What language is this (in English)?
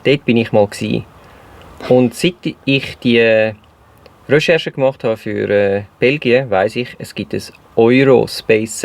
Swiss German